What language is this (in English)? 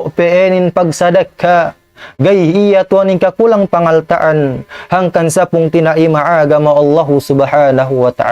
Tausug